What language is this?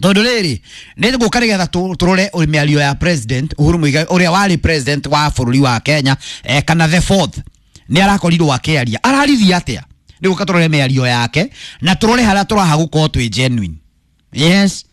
Kikuyu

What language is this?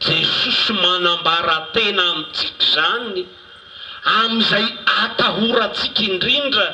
Malagasy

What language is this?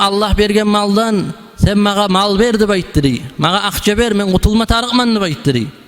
Kumyk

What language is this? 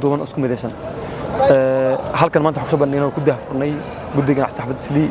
Somali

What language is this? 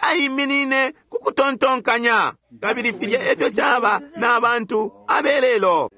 Bemba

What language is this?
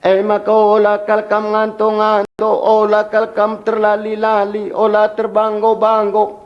Batak Karo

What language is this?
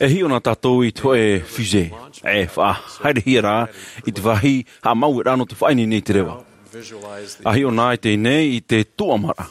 Tahitian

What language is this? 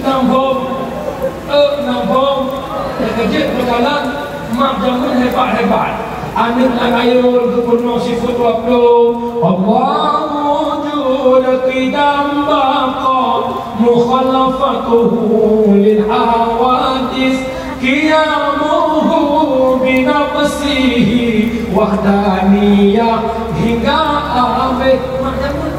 Achinese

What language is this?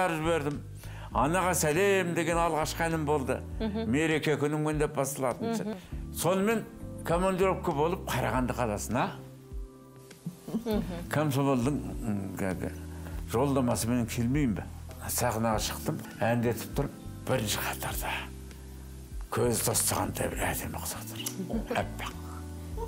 Kazakh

